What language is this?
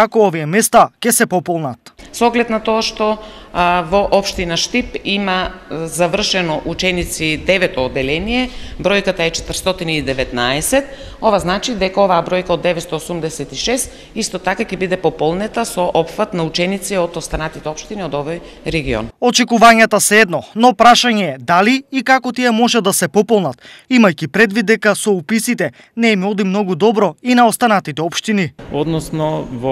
Macedonian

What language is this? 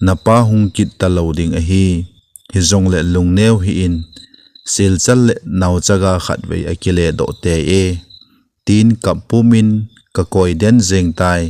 Thado Chin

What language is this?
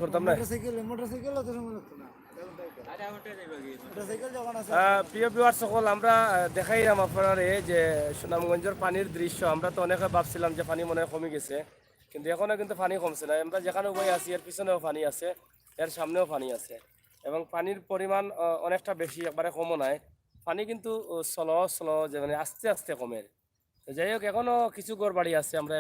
Sylheti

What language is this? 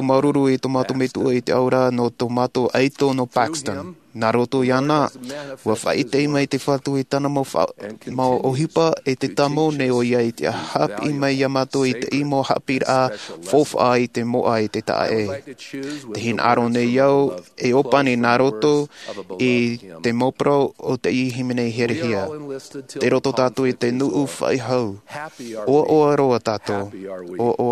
Tahitian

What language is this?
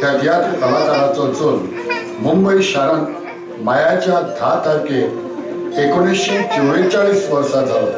Konkani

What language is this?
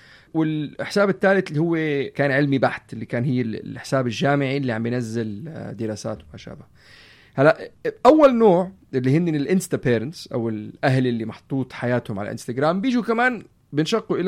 North Levantine Arabic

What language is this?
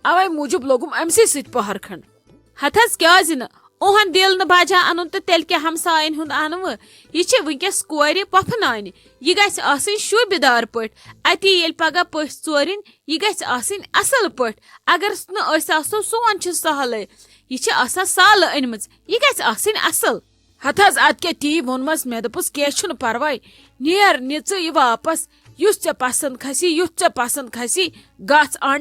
Kashmiri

